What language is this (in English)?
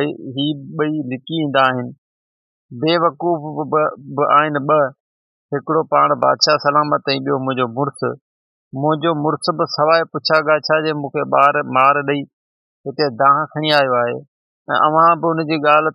Sindhi